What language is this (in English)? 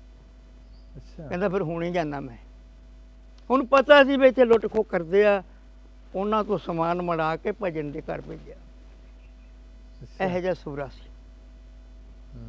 Punjabi